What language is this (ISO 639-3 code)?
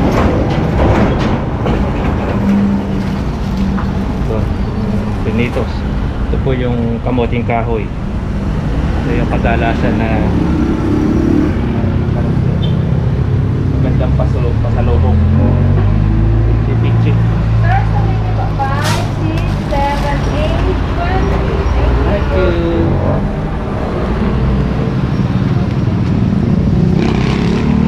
fil